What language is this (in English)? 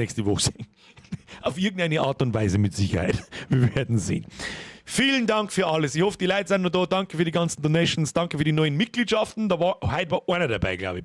Bavarian